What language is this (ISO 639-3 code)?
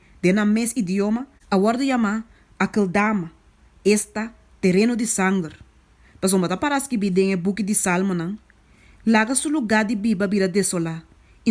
pap